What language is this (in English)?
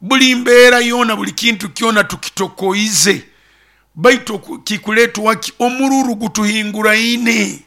Nyoro